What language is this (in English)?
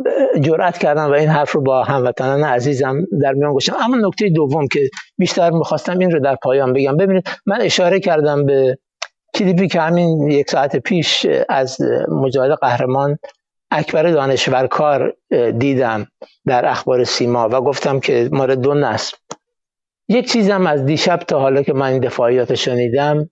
Persian